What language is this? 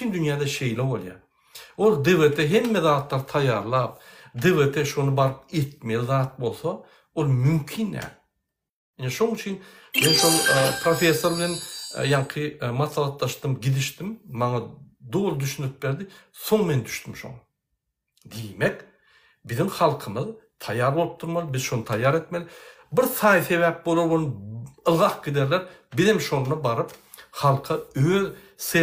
Turkmen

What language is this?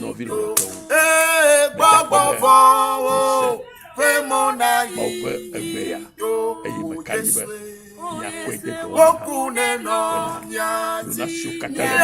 Ewe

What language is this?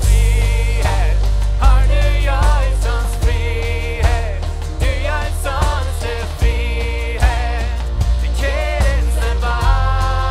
Plautdietsch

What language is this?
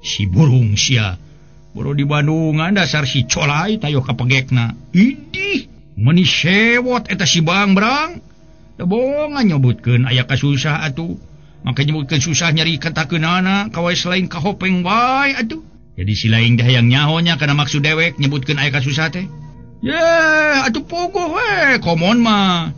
Sundanese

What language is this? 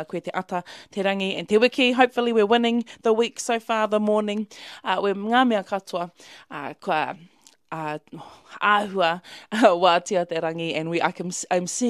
Māori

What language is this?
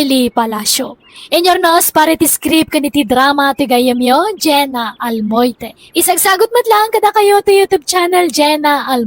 Iloko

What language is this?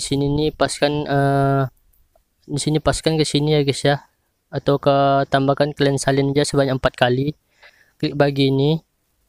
Indonesian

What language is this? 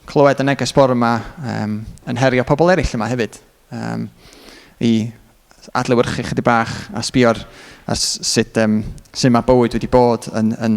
Welsh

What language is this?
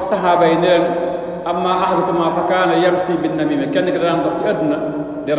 Wolof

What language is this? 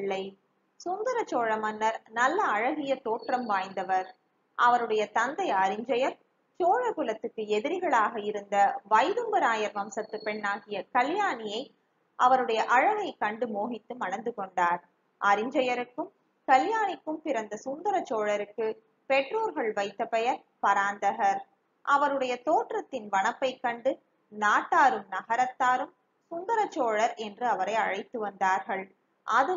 Tamil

